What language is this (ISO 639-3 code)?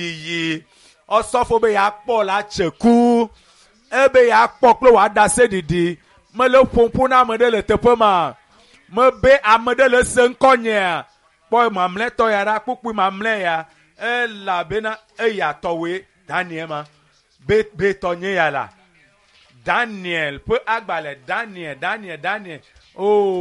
ewe